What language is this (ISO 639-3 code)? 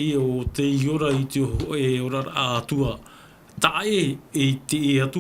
tah